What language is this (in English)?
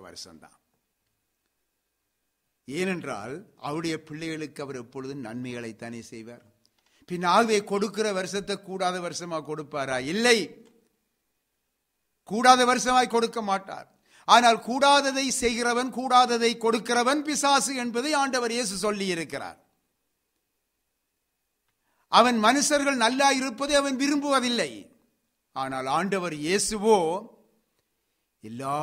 Tamil